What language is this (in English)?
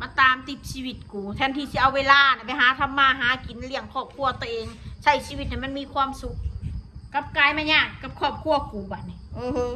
Northeastern Thai